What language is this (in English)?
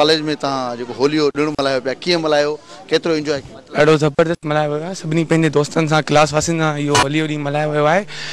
Sindhi